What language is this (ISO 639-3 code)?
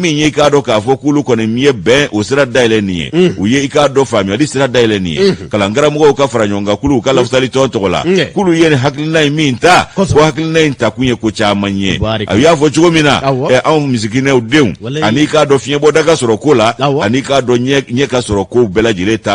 bam